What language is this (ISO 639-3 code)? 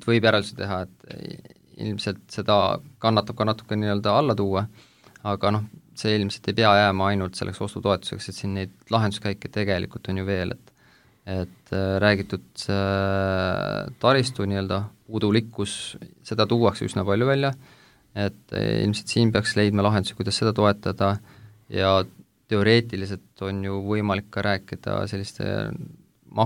est